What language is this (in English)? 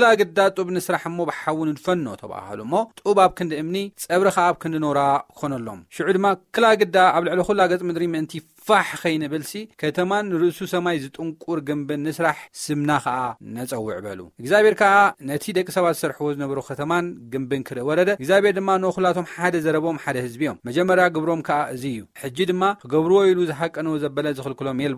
Tigrinya